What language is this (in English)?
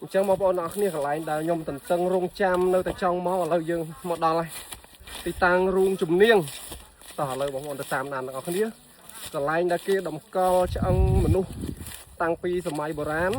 Khmer